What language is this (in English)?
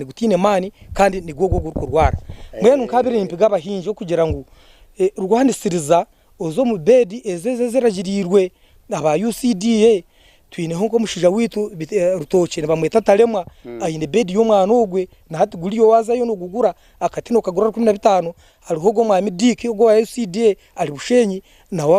Nyankole